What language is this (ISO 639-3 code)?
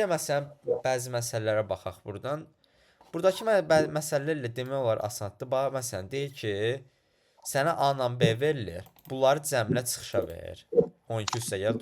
aze